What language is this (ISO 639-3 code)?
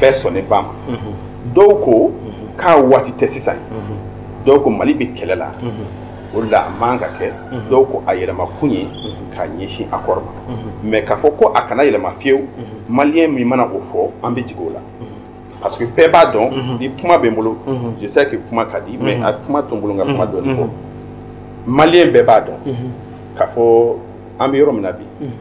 bam